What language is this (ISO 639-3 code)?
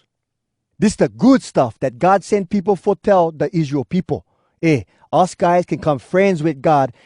hwc